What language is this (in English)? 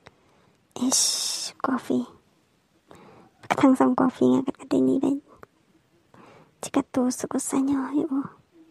Malay